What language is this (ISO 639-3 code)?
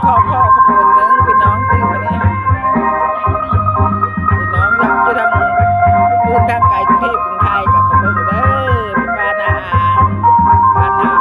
lao